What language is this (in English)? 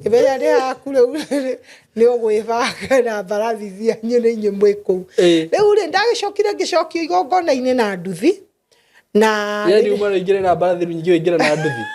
Kikuyu